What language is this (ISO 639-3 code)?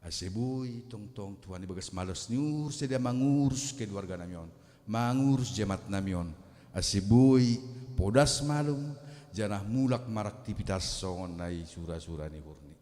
bts